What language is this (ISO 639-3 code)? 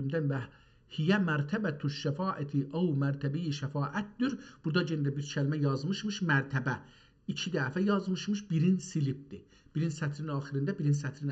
azb